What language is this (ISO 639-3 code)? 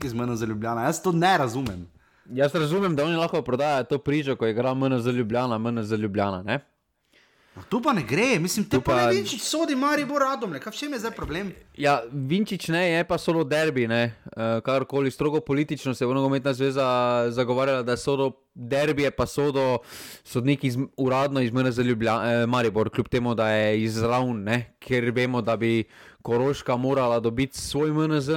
slv